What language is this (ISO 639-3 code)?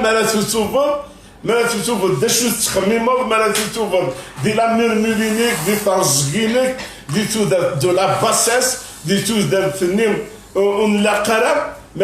kab